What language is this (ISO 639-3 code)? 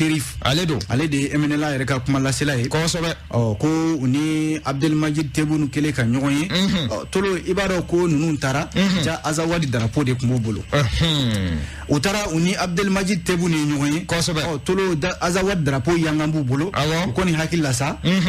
bam